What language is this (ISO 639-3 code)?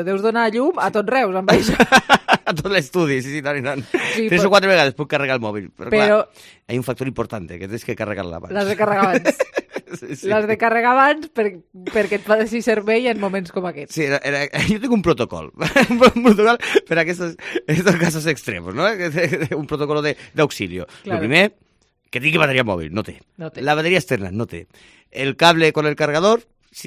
cat